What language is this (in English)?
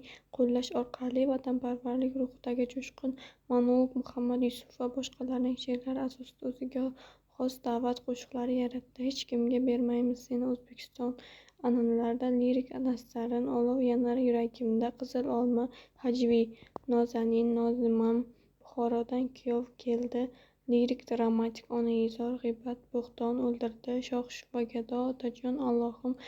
Uzbek